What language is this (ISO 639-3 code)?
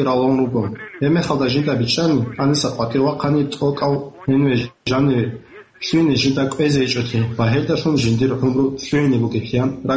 ava